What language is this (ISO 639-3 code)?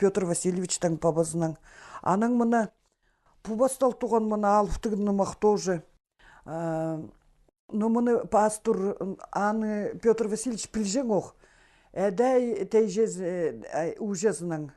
kjh